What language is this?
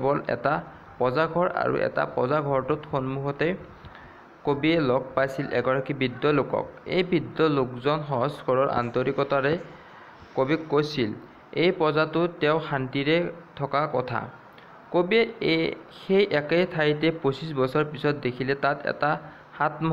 Assamese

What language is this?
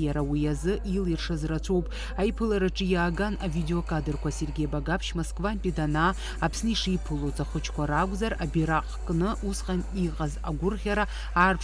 Abkhazian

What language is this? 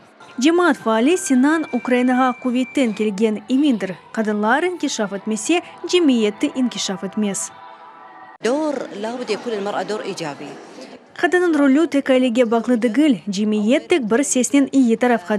Crimean Tatar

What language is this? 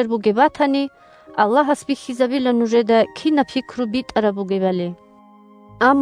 Avaric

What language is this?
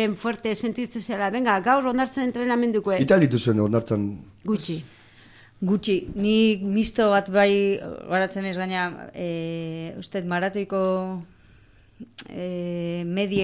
Basque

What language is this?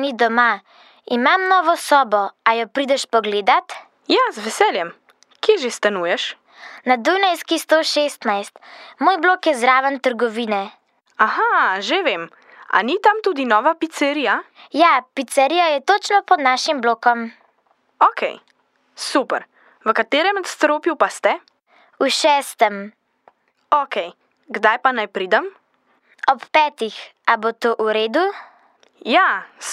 Slovenian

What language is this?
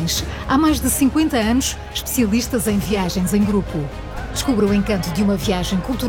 Portuguese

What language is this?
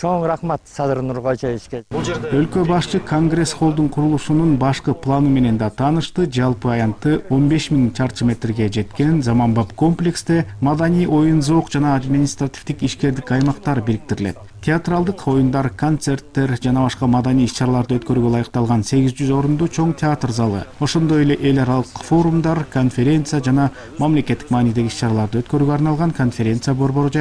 Kyrgyz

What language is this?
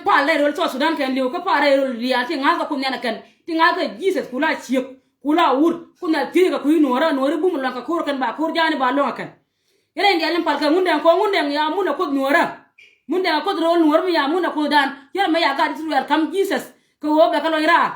Nuer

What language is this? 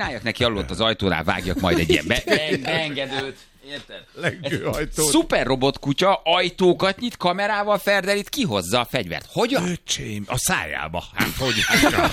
Hungarian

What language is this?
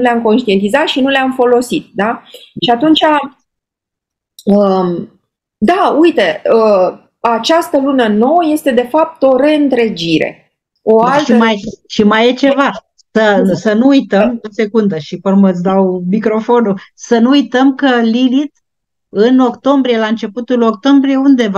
Romanian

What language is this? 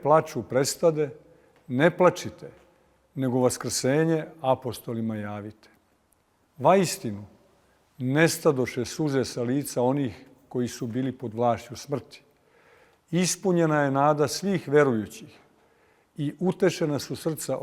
Serbian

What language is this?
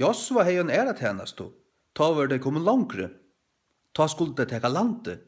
Faroese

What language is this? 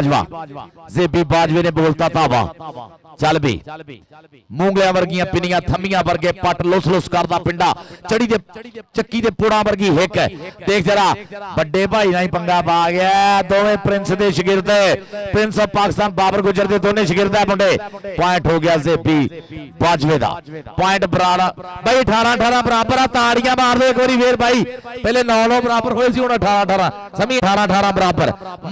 Punjabi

